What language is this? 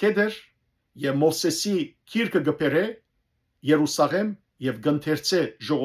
Western Armenian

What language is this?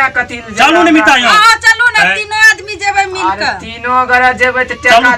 Maithili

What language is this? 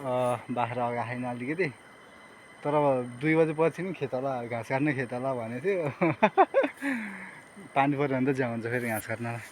Nepali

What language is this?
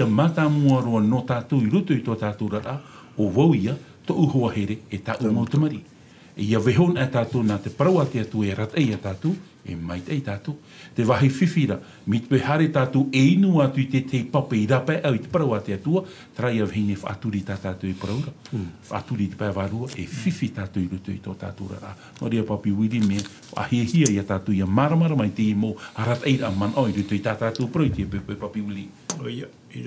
Tahitian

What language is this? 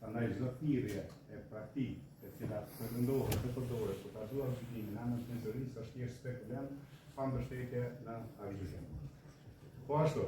Albanian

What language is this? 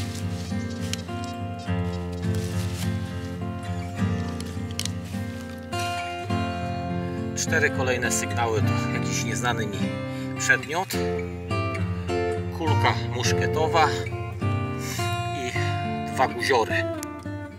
Polish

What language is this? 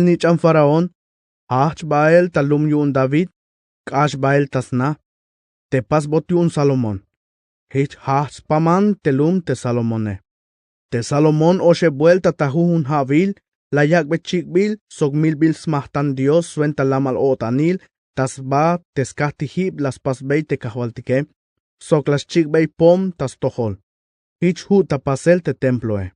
Tzeltal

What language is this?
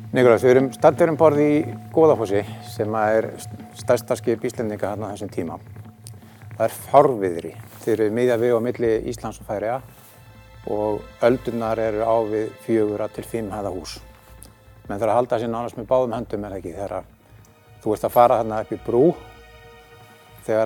Icelandic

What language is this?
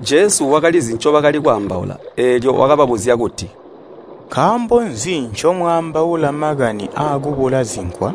Tonga (Zambia)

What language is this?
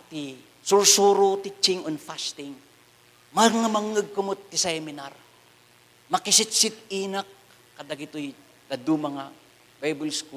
Iloko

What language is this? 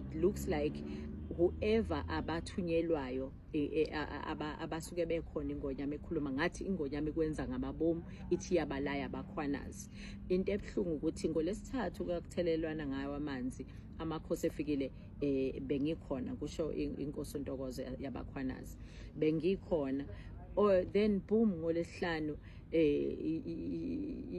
Zulu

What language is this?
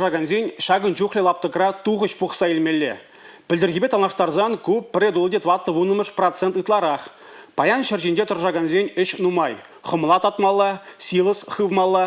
Chuvash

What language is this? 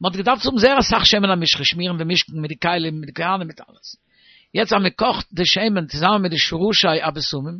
Yiddish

